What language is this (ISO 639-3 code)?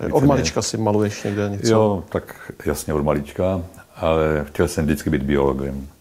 ces